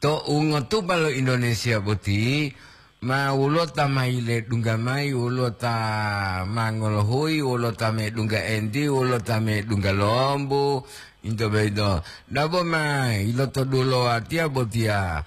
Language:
Gorontalo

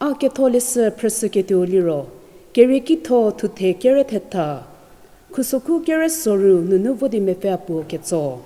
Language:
Angami Naga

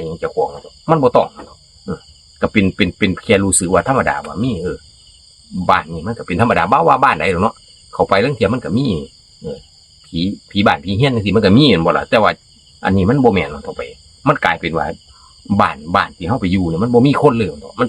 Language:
Northeastern Thai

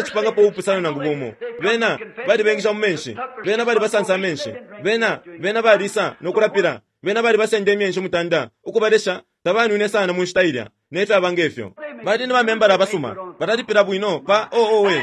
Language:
Bemba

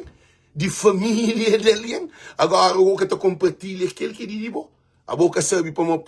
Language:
Kabuverdianu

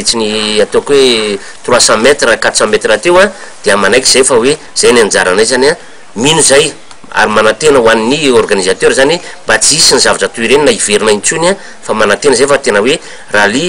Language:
Malagasy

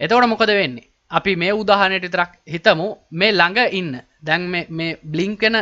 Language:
Sinhala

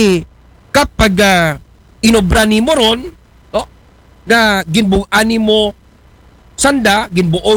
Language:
Aklanon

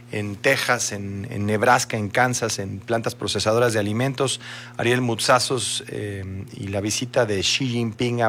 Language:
Spanish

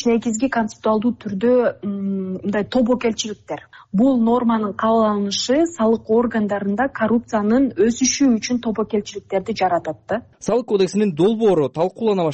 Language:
Kyrgyz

